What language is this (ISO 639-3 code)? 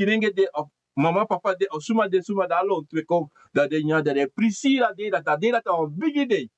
srn